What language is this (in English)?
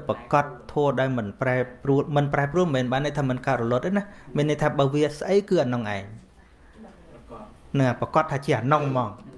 Khmer